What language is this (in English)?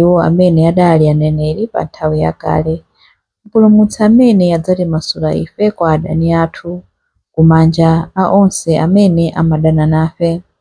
Nyanja